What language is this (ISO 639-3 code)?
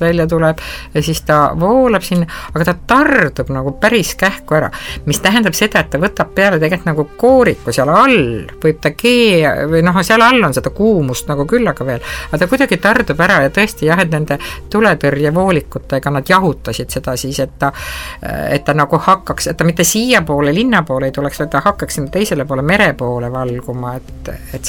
est